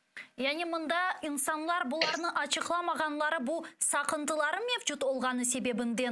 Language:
Crimean Tatar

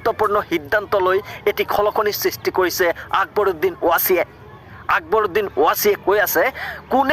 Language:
Assamese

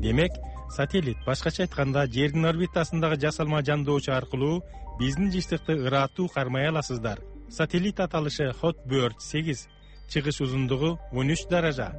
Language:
Kyrgyz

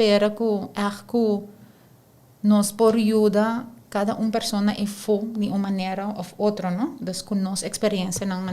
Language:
Papiamento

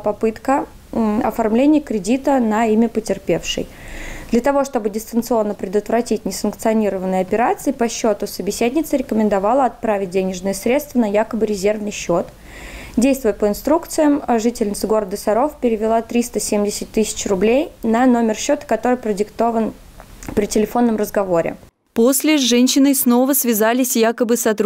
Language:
Russian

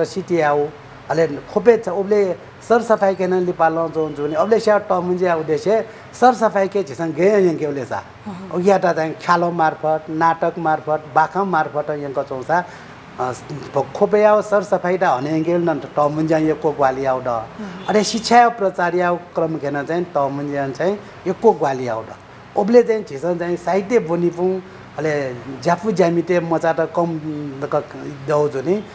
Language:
Newari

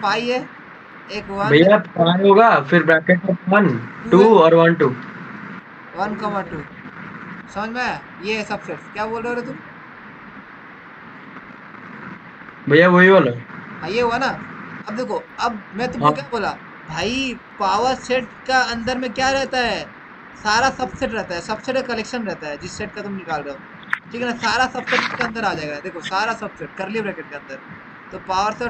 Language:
Hindi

